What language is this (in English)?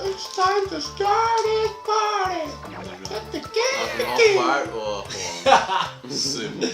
Faroese